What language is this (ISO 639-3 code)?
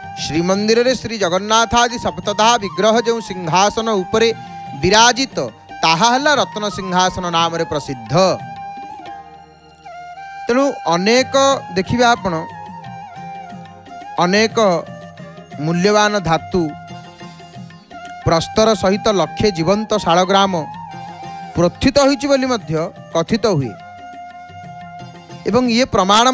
ori